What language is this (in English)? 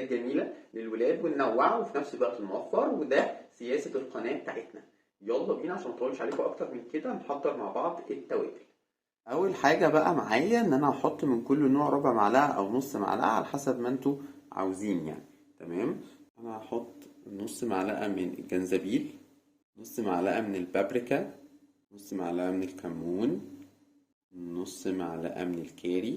Egyptian Arabic